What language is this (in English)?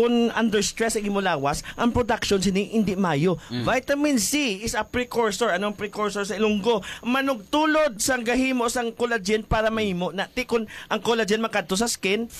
Hiligaynon